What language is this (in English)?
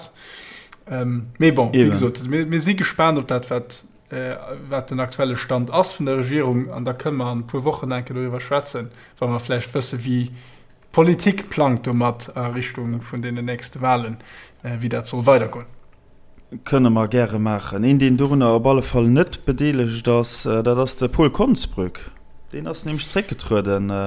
Luxembourgish